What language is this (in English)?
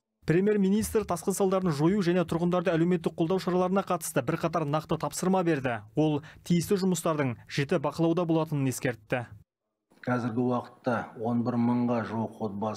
Kazakh